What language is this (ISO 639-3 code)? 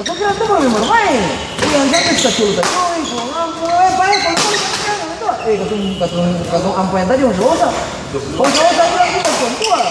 abs